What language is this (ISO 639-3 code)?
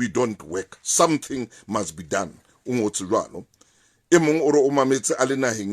sot